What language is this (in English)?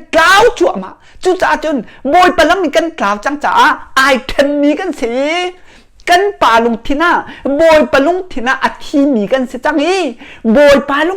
Hakha Chin